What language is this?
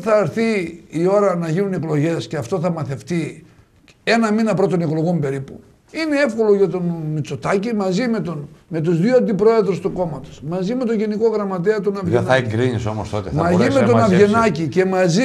Greek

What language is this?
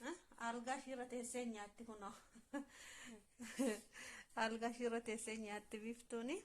Oromo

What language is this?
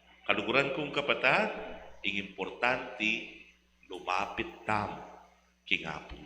Pampanga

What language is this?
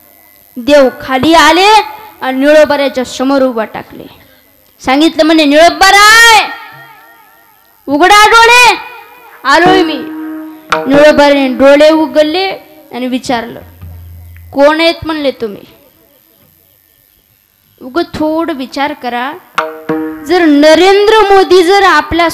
Marathi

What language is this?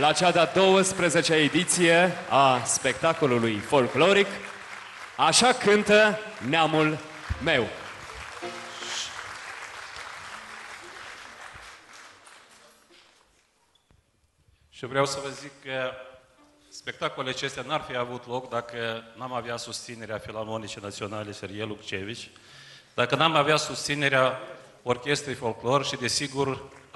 Romanian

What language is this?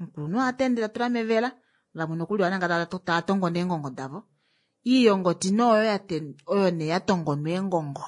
Kuanyama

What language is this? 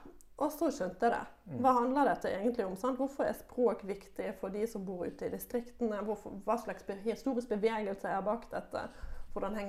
Norwegian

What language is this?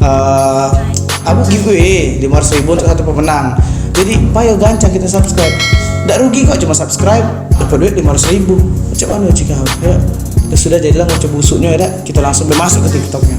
Musi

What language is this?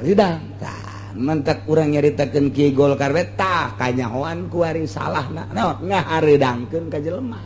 Sundanese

